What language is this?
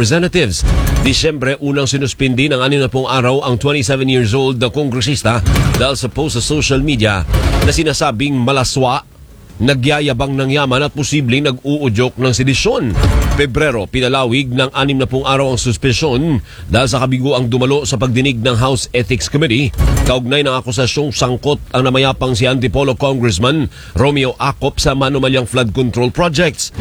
Filipino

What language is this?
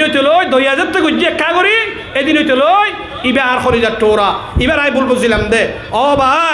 Rohingya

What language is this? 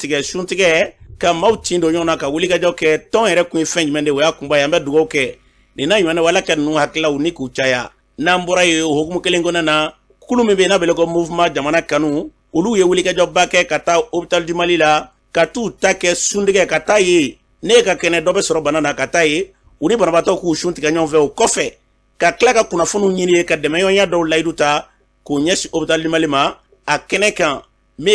Bambara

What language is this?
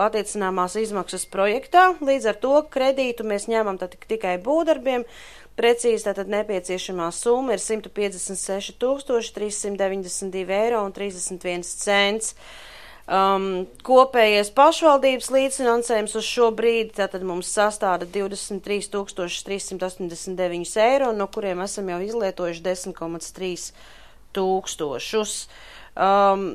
Latvian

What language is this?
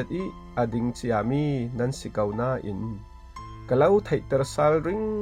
Falam Chin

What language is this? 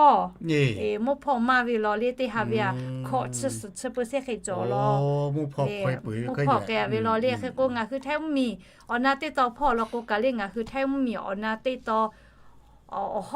Lahu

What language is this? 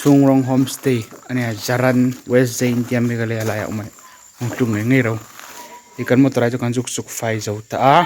Hmar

